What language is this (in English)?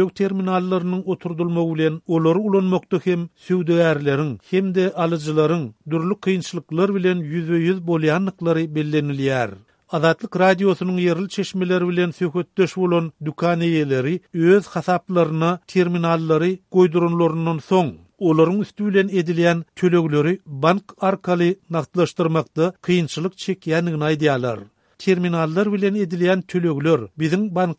Turkmen